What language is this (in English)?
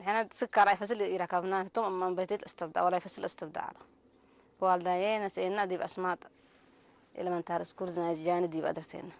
Tigre